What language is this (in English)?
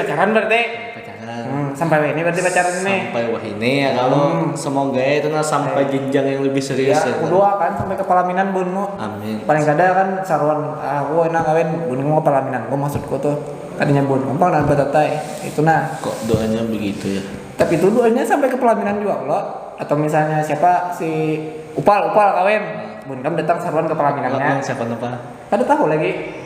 Banjar